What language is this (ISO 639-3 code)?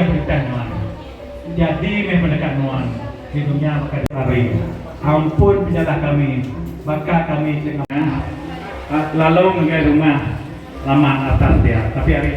iba